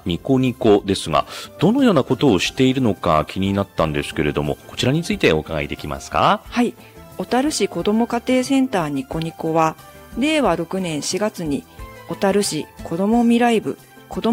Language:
Japanese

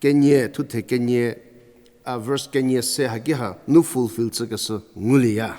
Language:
Angami Naga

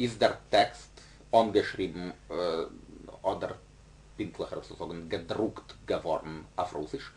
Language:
Yiddish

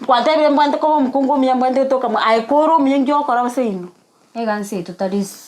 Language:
Gusii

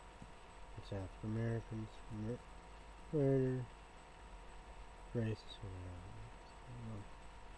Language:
English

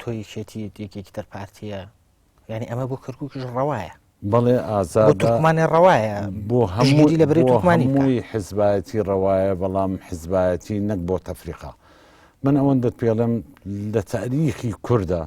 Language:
Central Kurdish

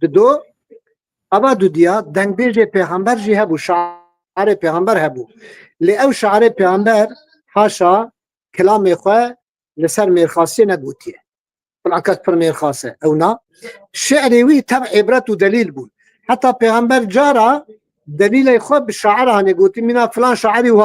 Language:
Kurdish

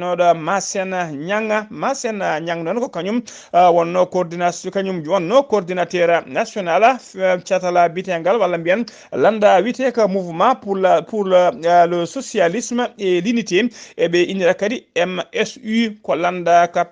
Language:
Fula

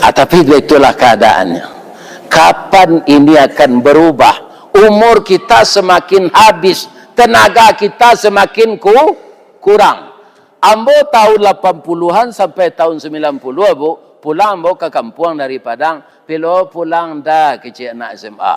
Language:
Minangkabau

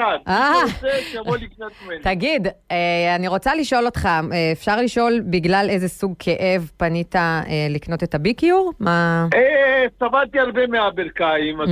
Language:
Hebrew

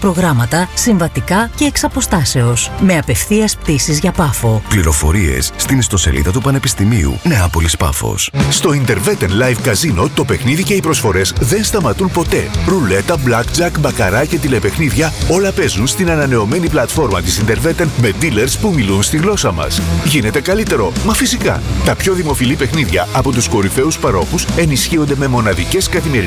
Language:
Greek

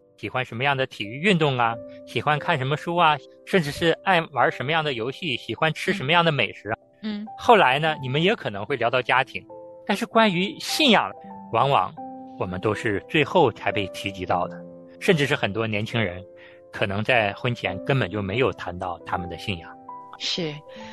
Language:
Chinese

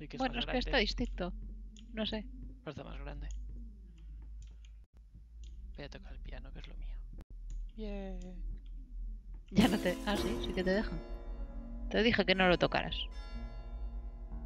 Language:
Spanish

